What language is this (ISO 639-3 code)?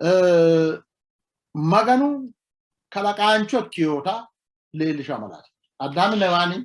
sid